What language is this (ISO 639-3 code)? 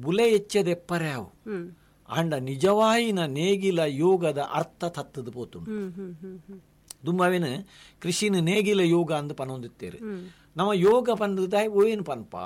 tcy